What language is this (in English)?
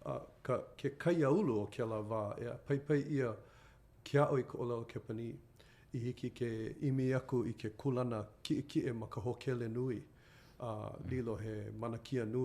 Hawaiian